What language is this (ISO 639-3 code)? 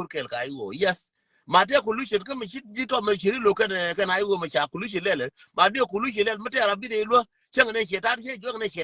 nus